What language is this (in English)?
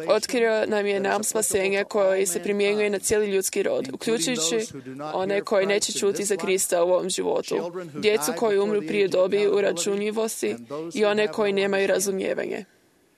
Croatian